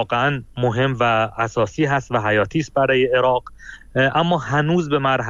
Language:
Persian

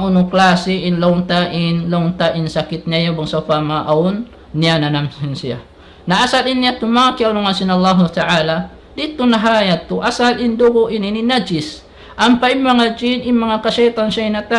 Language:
Tausug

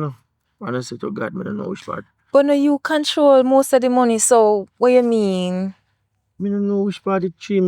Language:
Jamaican Creole English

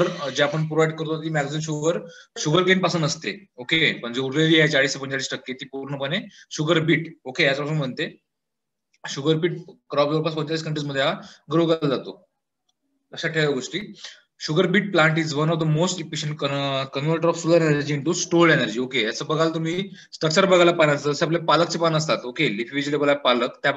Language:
Marathi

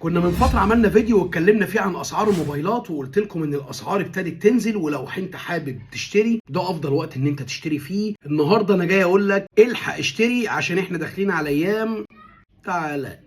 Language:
Egyptian Arabic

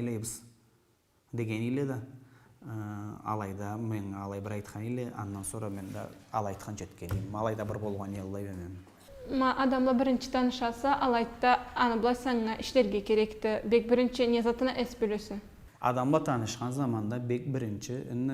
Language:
Karachay-Balkar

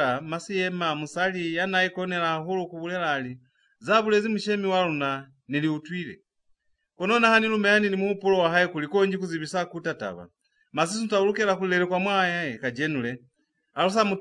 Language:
Lozi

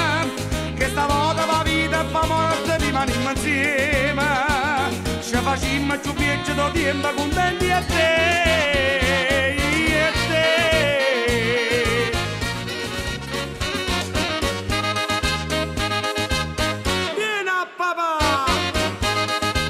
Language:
Italian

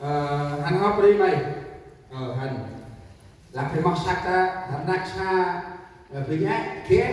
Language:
Central Mnong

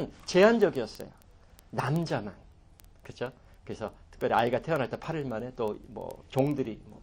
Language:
Korean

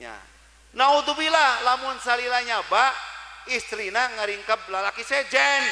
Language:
Sundanese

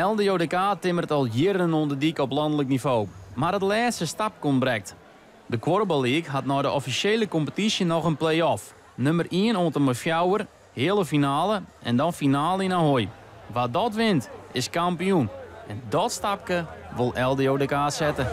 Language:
Western Frisian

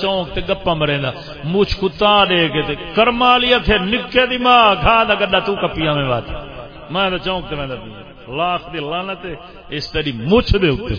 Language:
Saraiki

